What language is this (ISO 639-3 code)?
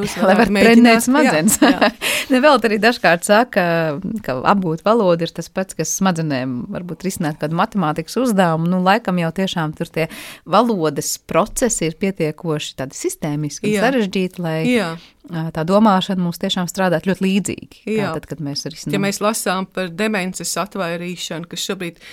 lav